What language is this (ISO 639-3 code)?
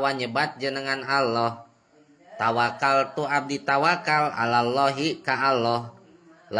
sun